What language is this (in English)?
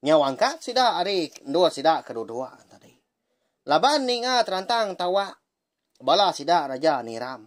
Iban